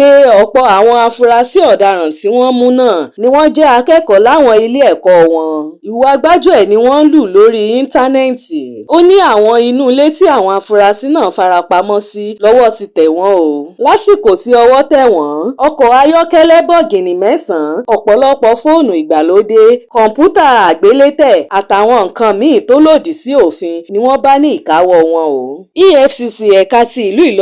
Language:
Yoruba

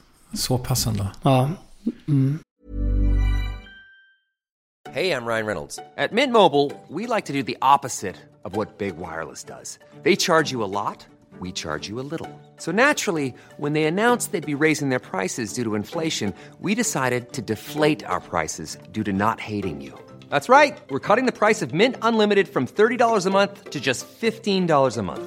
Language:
Swedish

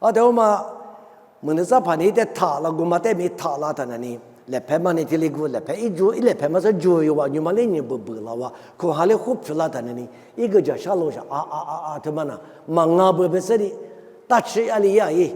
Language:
Lisu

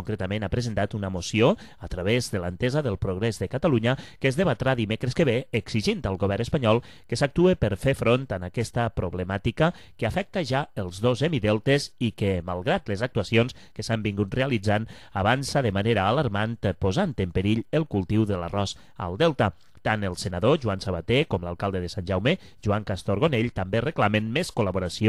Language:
Catalan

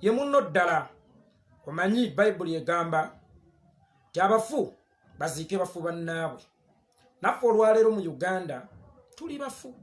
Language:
Ganda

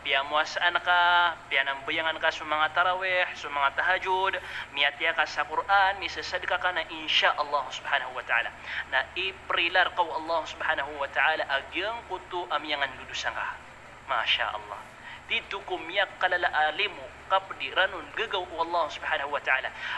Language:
Maranao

